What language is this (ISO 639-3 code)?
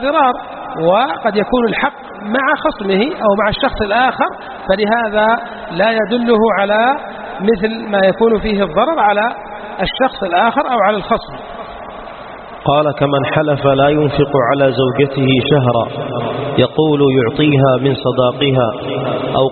ara